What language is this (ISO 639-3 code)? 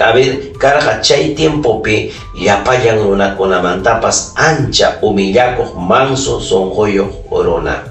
quy